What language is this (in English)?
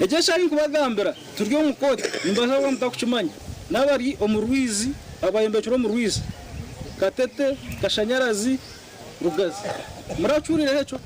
Nyankole